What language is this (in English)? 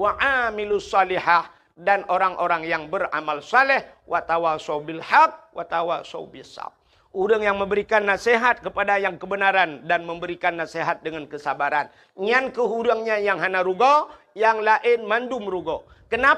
Achinese